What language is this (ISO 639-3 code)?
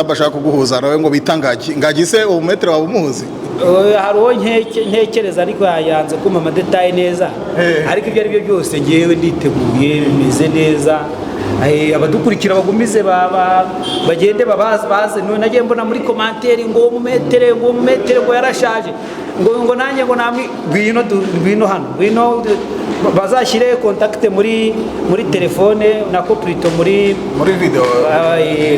kin